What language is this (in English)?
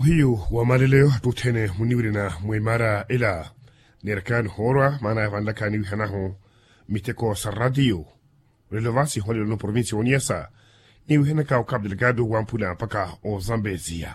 Makhuwa